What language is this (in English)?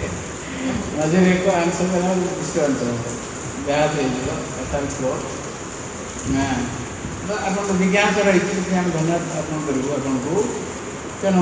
Odia